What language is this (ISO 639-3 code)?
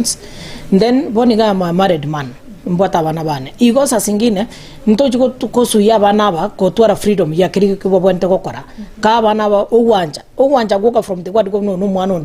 guz